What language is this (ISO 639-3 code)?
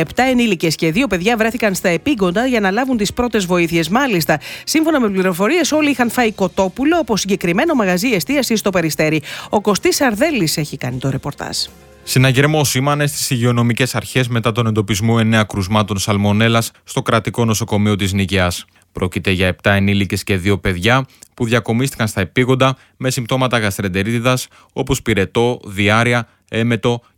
ell